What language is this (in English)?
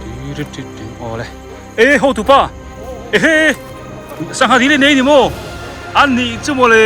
Biete